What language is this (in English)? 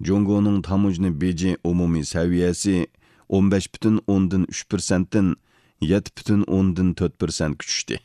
Uyghur